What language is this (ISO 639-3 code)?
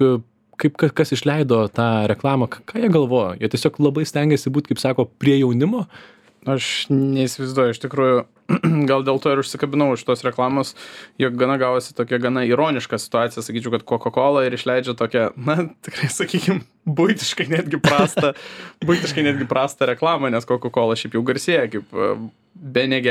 lit